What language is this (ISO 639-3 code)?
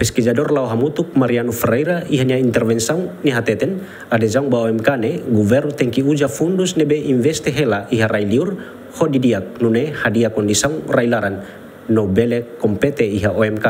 tet